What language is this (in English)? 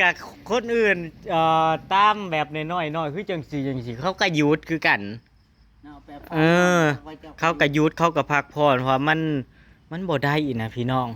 Northeastern Thai